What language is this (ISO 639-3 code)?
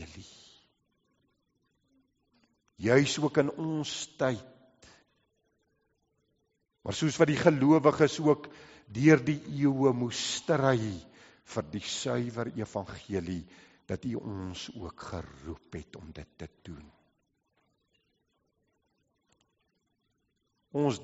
afr